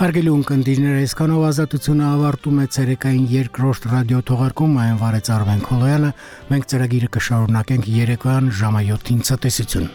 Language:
Armenian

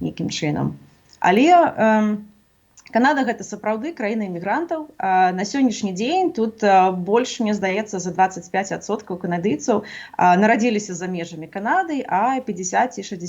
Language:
Belarusian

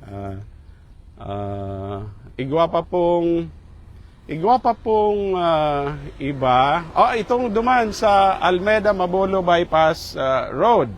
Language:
Bikol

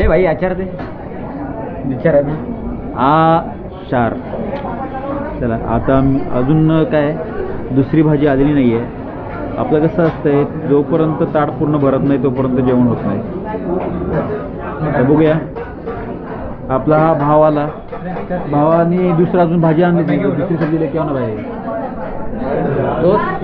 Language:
Marathi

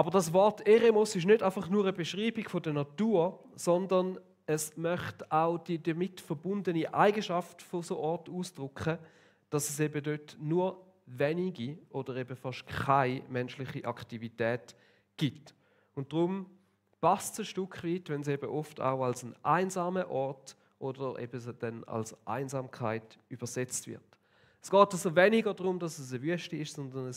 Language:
Swiss German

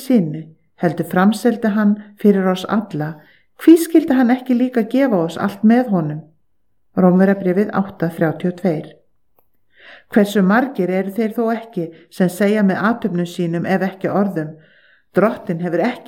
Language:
Icelandic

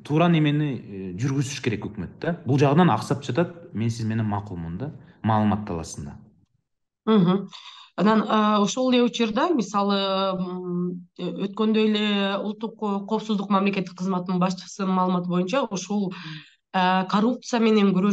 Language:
Kyrgyz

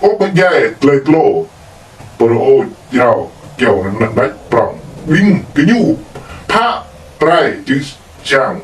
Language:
Jarai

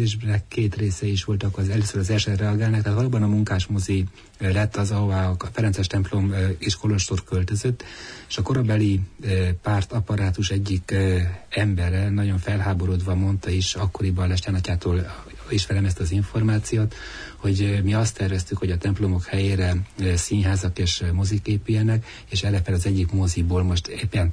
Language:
Hungarian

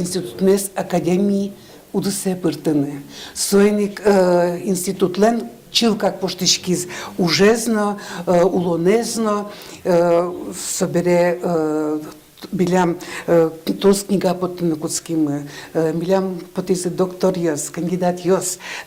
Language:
Udmurt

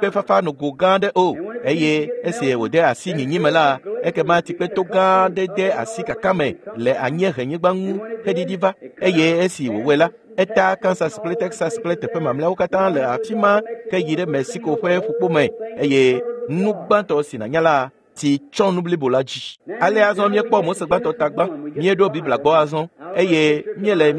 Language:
Ewe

